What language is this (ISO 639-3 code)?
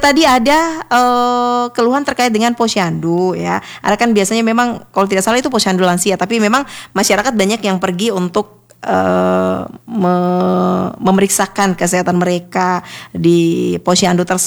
ind